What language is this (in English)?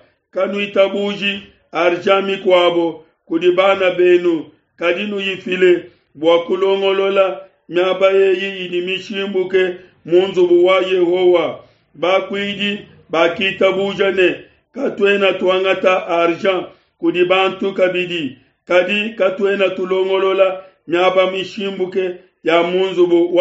Luba-Lulua